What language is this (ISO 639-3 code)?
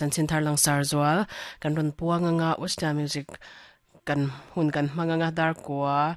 lus